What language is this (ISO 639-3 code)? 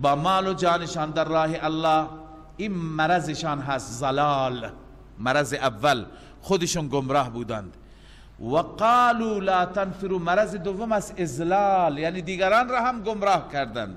fas